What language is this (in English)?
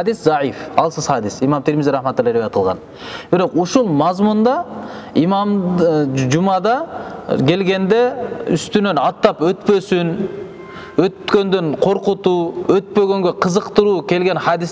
Kyrgyz